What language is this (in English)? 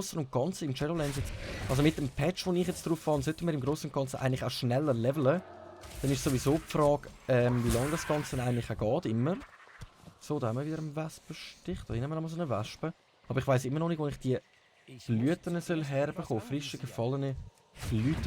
Swiss German